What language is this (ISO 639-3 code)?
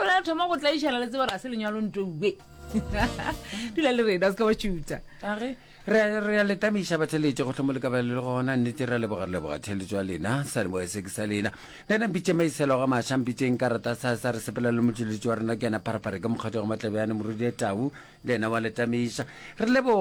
nso